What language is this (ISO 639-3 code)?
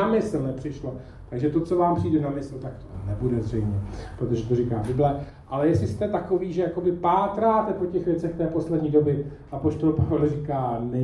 ces